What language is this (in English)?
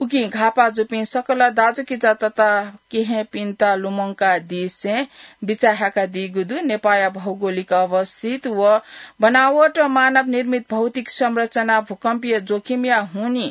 Newari